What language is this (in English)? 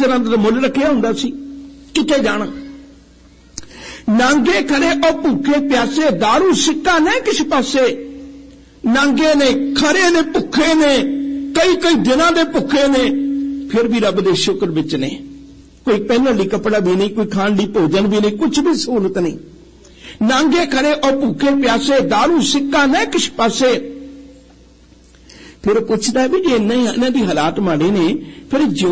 Punjabi